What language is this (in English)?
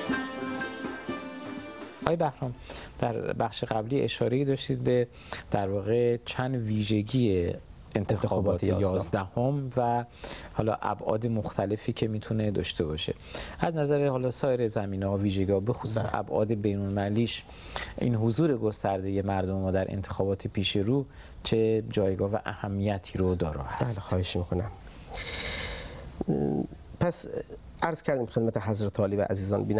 Persian